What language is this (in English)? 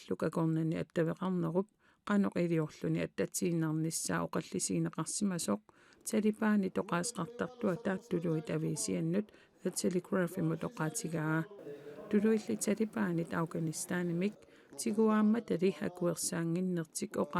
Kalaallisut